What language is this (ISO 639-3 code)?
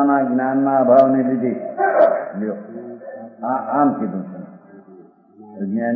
guj